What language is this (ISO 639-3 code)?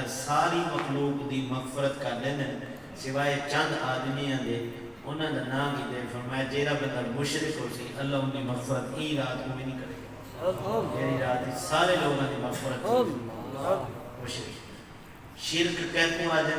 skr